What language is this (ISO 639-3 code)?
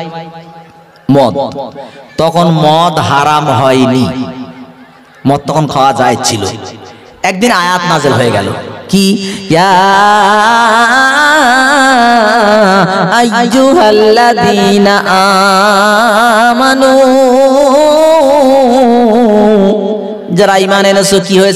ben